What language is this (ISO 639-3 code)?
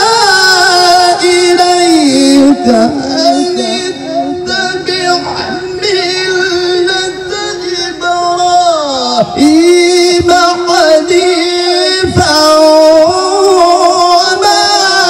ara